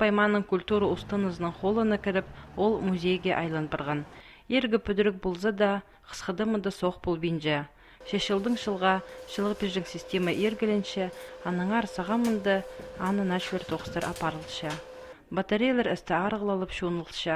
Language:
Khakas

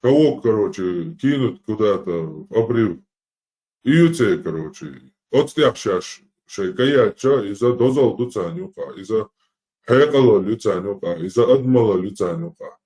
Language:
Chechen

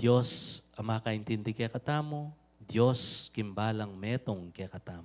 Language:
Pampanga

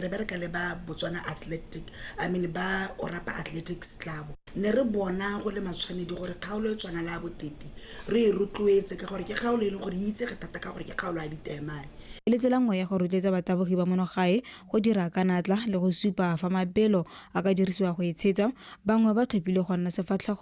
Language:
Tswana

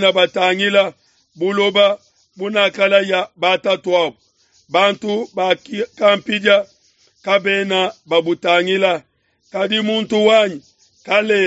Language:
Luba-Lulua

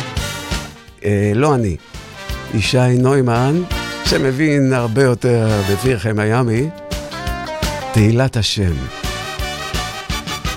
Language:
Hebrew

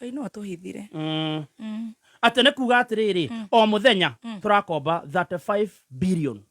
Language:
Kikuyu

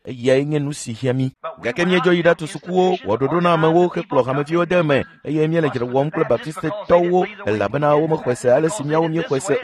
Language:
Ewe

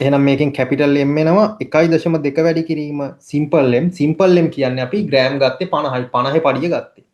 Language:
Sinhala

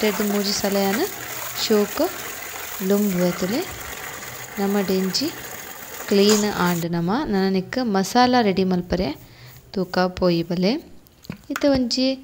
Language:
Tulu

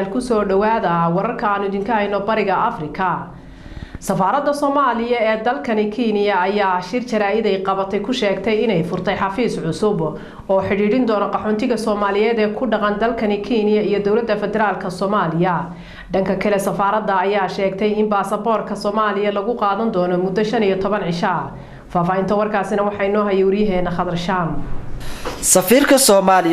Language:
Somali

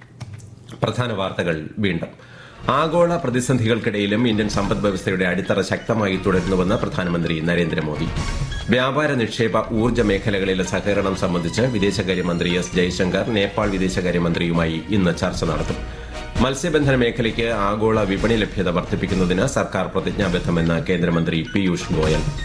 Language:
Malayalam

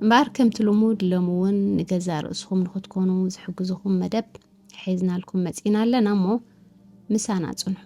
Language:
Tigrinya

